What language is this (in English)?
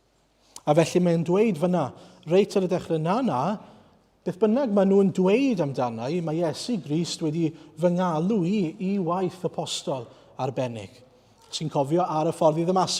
Welsh